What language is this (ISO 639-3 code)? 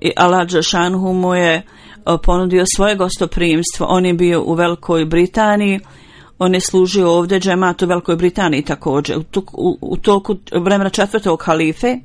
bos